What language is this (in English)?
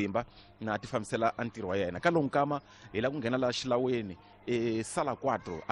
Tsonga